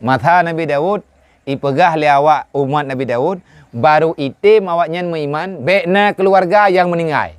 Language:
Achinese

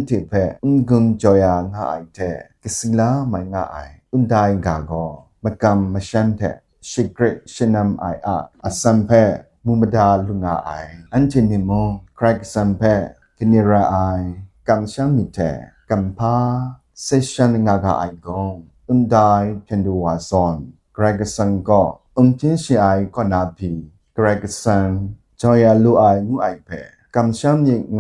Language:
Kachin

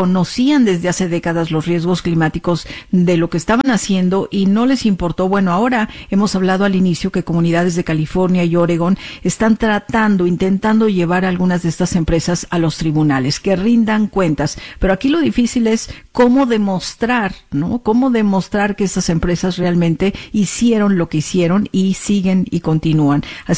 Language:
Spanish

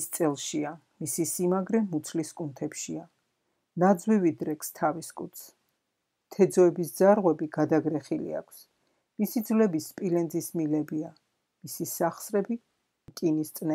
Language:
Georgian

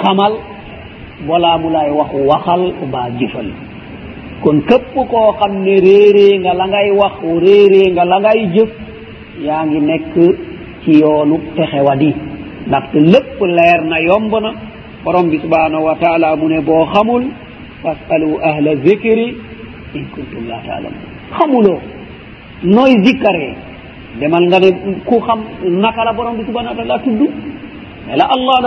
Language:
Wolof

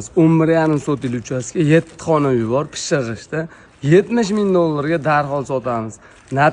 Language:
Uzbek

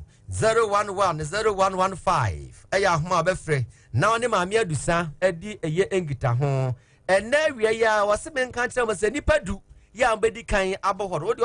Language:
Akan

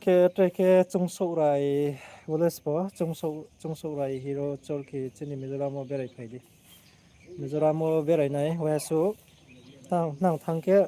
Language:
Riang (India)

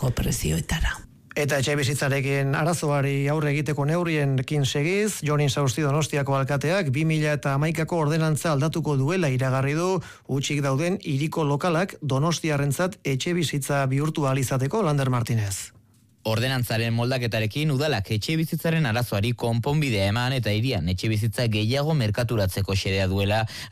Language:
Basque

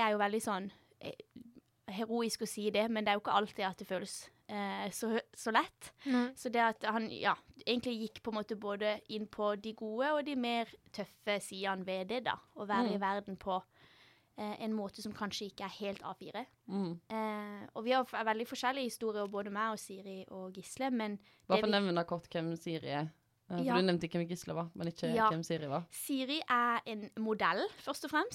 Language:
Norwegian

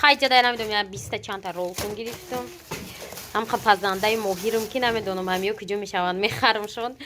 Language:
Tajik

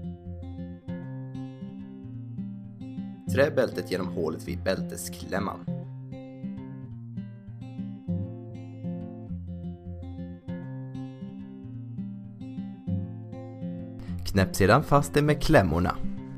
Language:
Swedish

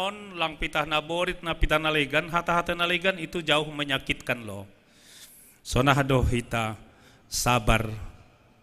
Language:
Batak Simalungun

